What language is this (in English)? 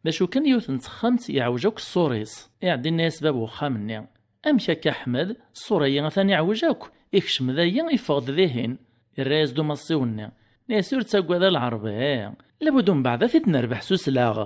Kabyle